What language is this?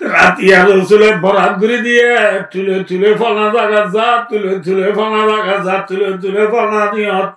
Rohingya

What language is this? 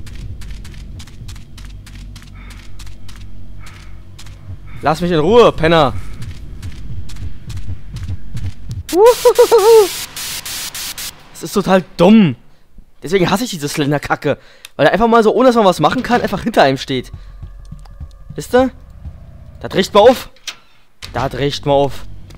German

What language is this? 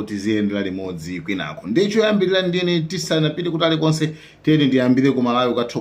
Nyanja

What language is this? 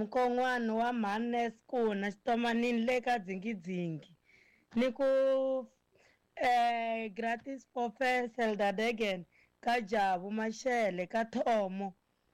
Tsonga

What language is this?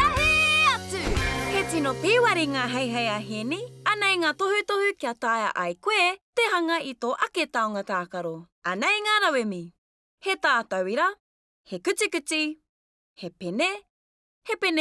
Māori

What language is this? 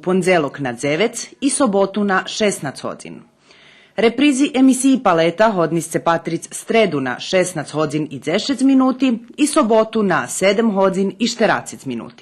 Rusyn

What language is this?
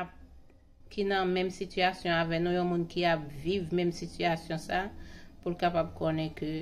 Haitian Creole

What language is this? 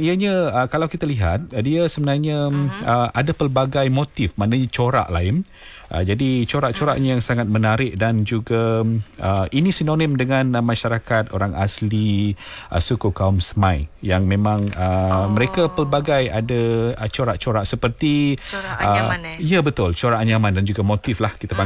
Malay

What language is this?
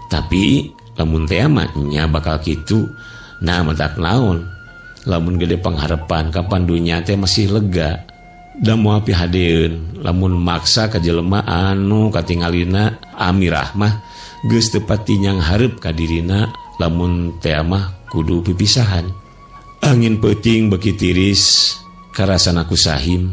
Sundanese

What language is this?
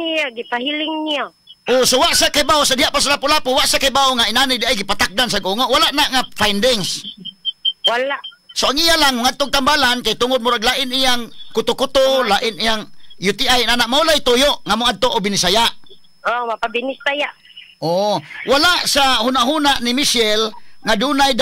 Cebuano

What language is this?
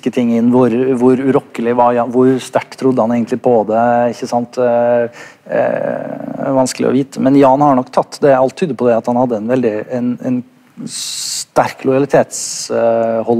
Norwegian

